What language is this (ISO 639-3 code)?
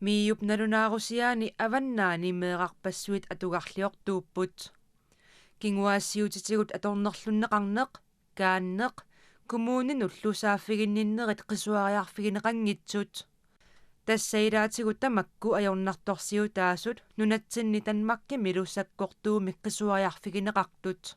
kal